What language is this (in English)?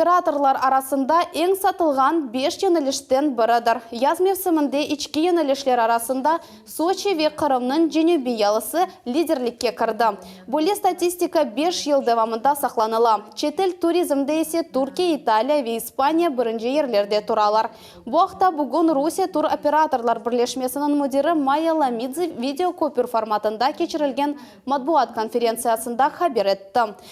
Crimean Tatar